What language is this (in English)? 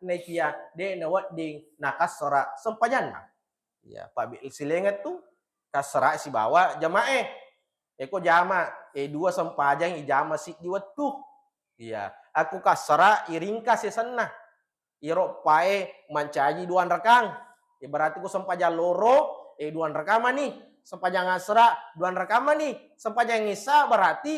Buginese